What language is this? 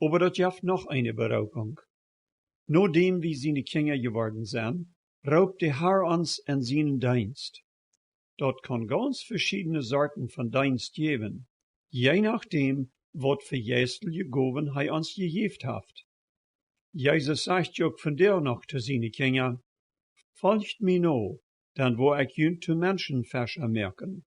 Plautdietsch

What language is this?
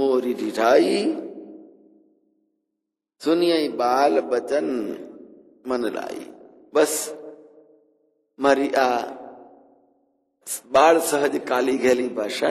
Gujarati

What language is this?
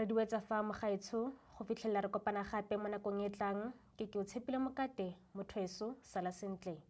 Tswana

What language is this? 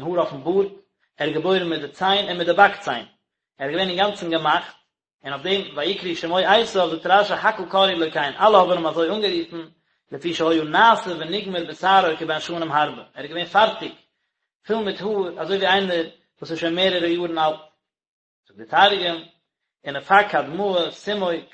Yiddish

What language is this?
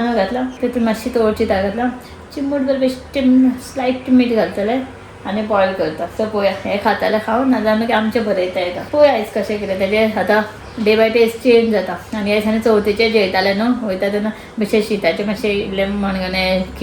Konkani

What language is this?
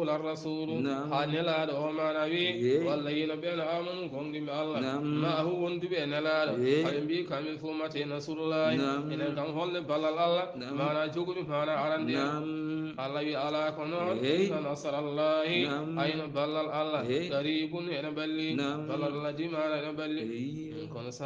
Fula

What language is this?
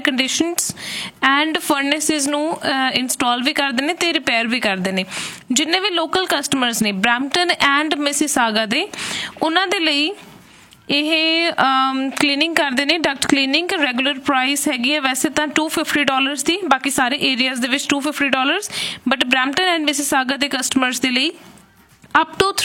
Punjabi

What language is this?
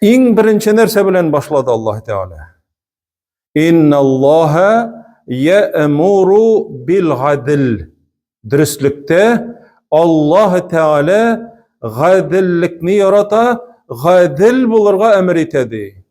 Tatar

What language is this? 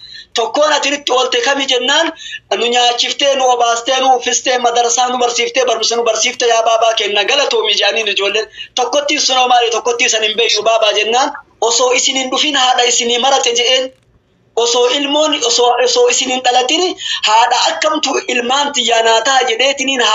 Oromo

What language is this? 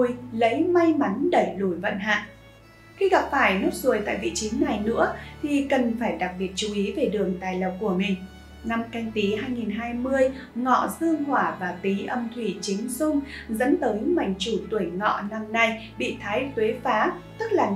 Vietnamese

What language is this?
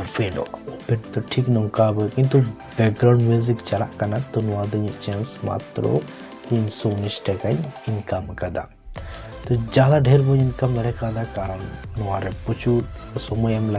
Santali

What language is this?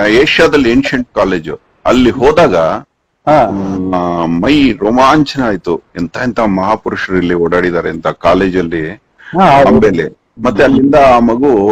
Kannada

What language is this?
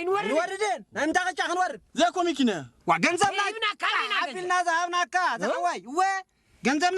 Tigrinya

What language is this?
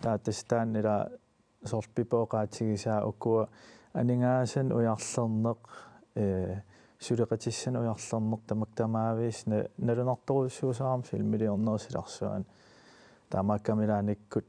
Kalaallisut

